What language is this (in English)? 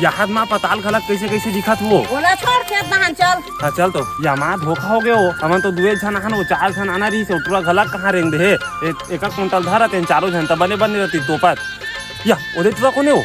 Chhattisgarhi